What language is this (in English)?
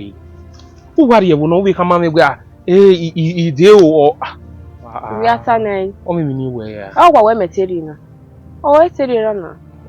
Bini